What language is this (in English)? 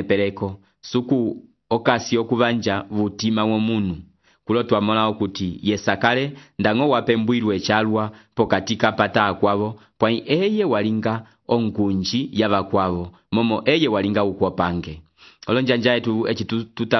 Umbundu